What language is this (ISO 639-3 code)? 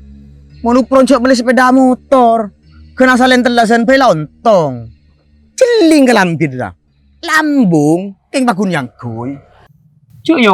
mad